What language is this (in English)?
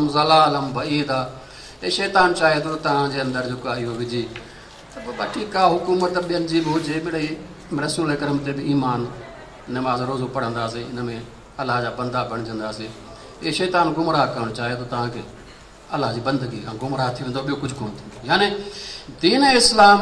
Sindhi